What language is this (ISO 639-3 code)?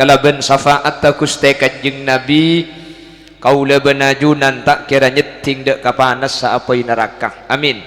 mad